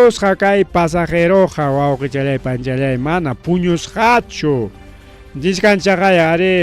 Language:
Ayacucho Quechua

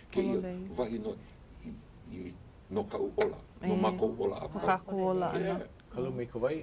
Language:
Hawaiian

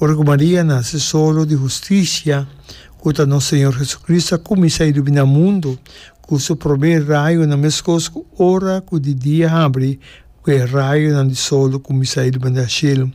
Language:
Papiamento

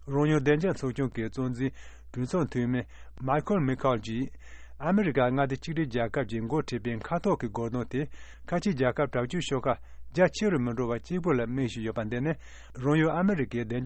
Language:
Tibetan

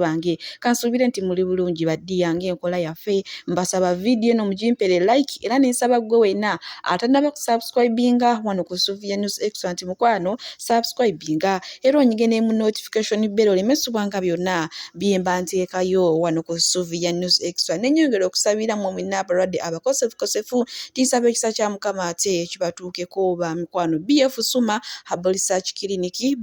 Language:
Ganda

